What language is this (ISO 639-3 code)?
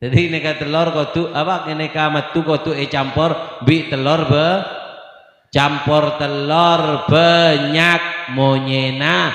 mad